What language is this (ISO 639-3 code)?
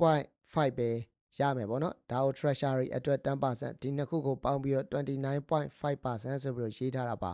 mya